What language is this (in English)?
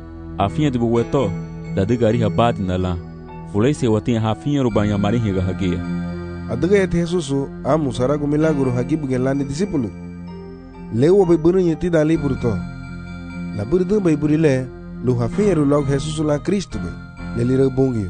Garifuna